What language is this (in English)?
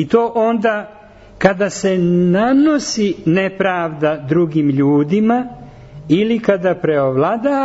Serbian